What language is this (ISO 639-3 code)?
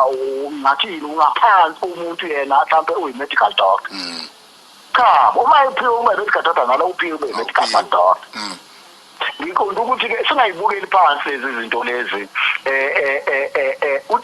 zul